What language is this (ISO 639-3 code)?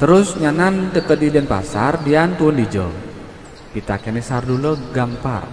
ban